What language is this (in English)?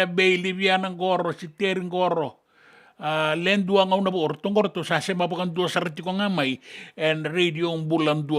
Fijian